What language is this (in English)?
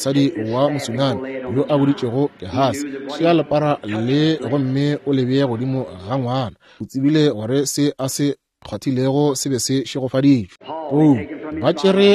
Northern Sotho